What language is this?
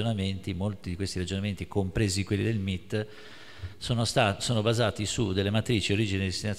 Italian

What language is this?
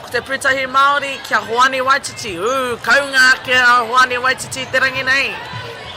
Māori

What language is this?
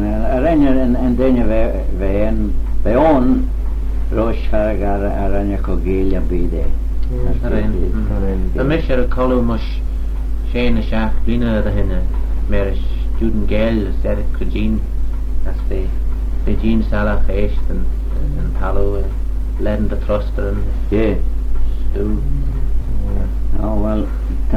Manx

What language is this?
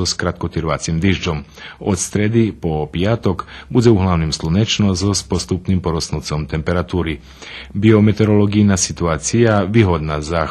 Rusyn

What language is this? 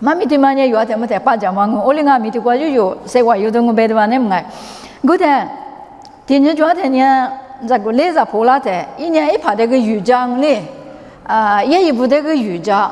Lisu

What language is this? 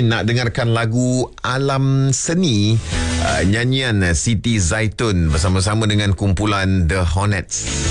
Malay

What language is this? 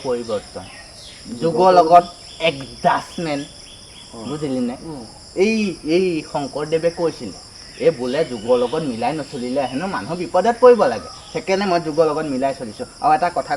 Assamese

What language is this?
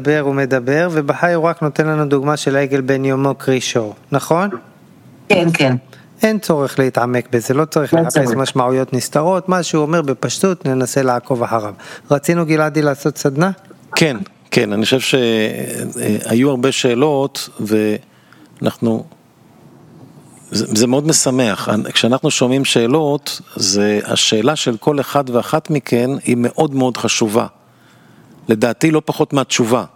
Hebrew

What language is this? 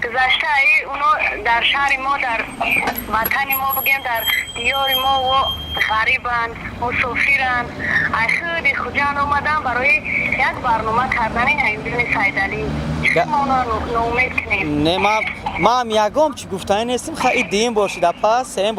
Tajik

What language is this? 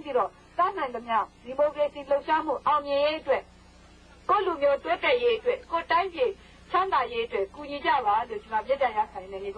Burmese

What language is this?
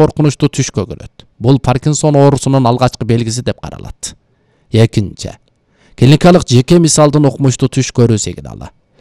Kyrgyz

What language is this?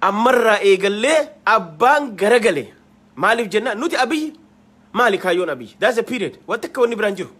Oromo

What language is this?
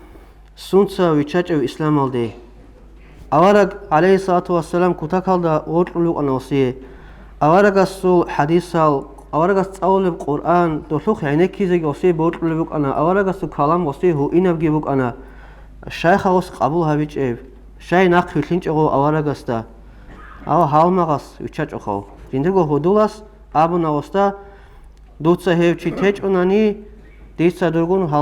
Avaric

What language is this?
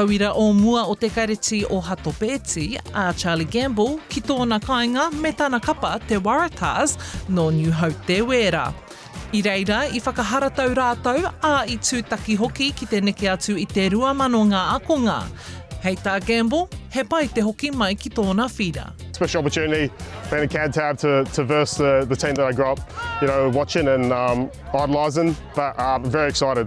Māori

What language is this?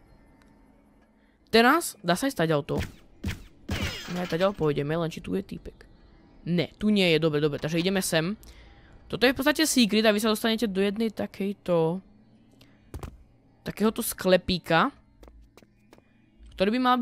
Slovak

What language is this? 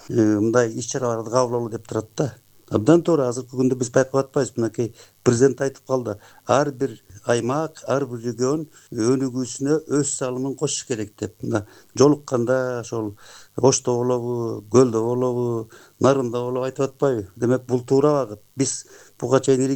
Kyrgyz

